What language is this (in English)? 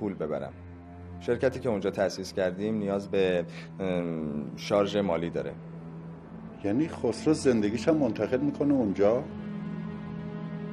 Persian